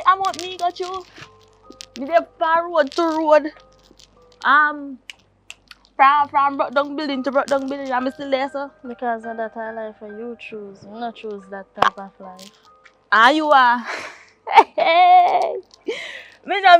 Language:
Jamaican Creole English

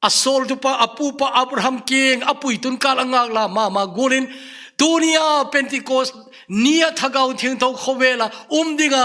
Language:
Thado Chin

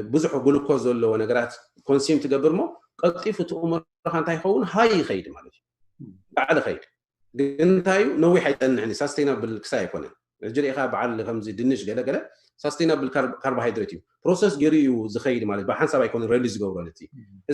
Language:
Tigrinya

